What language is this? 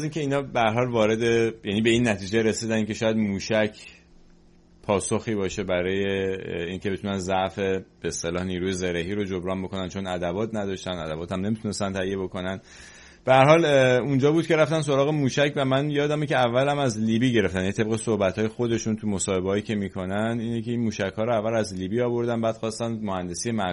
Persian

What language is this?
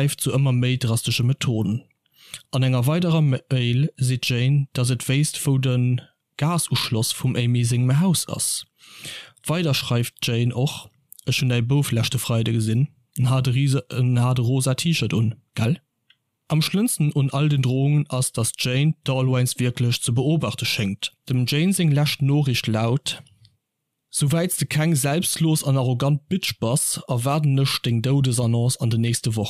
Luxembourgish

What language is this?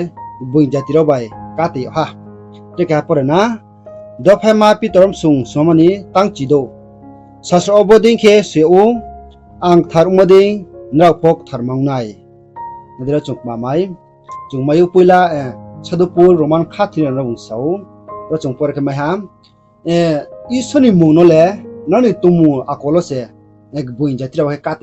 Riang (India)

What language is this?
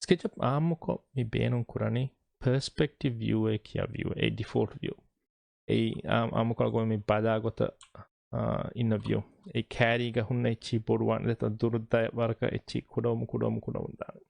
Divehi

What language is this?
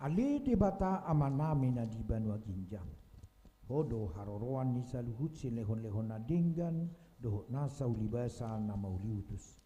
Batak Toba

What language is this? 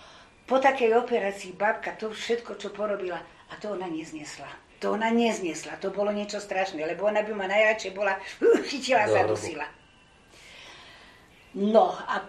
Slovak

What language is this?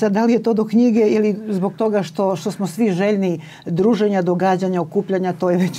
Serbian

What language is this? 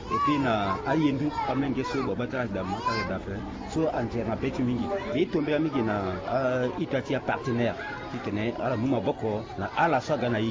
Sango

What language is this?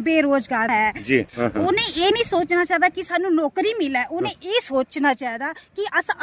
Dogri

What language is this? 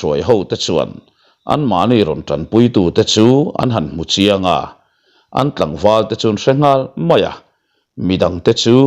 Mizo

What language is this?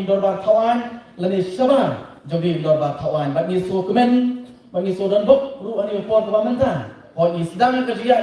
Khasi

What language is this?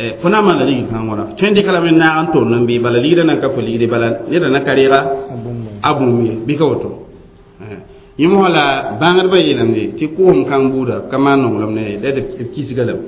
Mossi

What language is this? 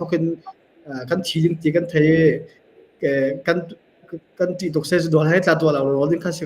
Hakha Chin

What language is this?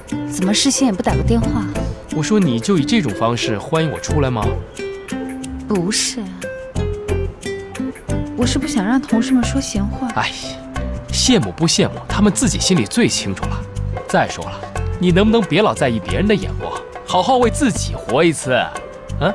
Chinese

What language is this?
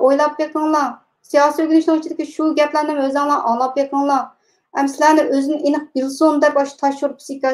Uyghur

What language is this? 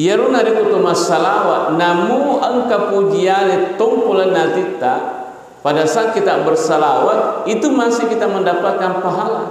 Buginese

